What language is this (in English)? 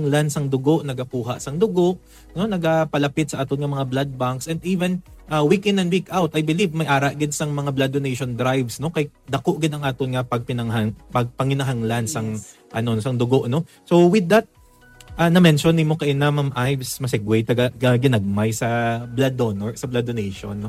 Hiligaynon